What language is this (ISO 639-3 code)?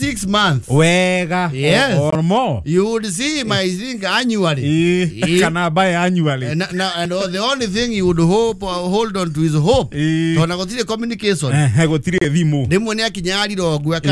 kik